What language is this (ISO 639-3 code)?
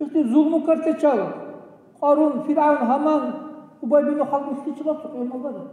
dar